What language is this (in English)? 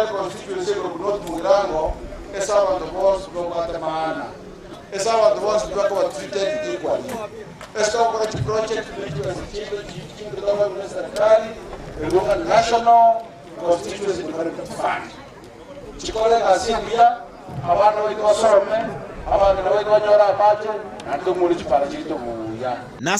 Gusii